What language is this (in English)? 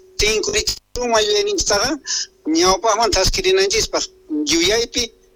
Quechua